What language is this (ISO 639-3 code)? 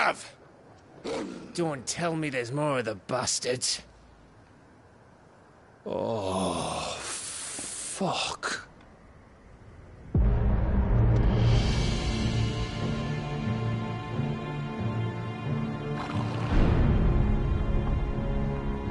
eng